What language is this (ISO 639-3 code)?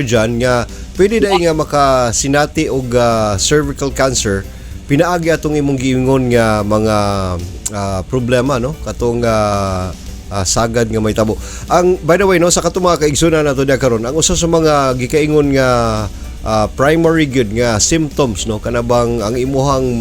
ceb